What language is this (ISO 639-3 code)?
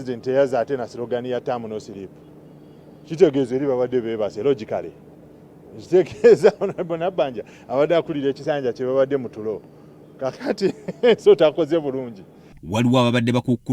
lug